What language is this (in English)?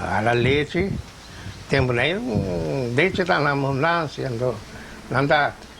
Papiamento